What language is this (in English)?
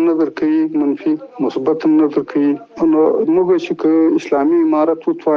Pashto